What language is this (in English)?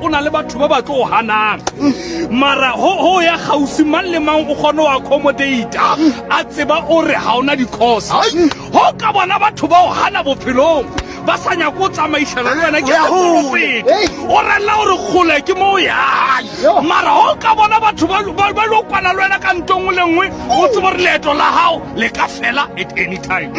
Southern Sotho